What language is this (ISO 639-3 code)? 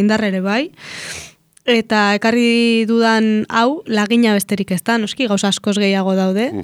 eus